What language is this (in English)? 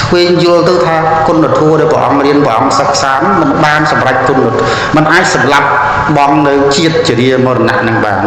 Khmer